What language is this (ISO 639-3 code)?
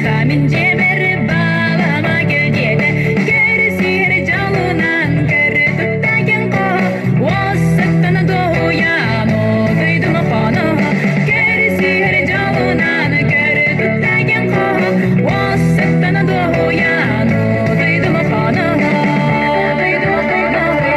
sah